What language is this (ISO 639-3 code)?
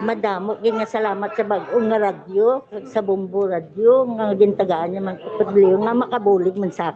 hil